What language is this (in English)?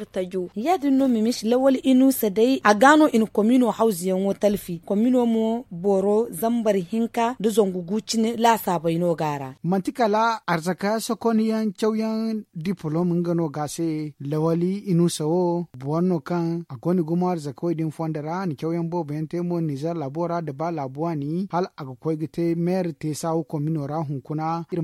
Zarma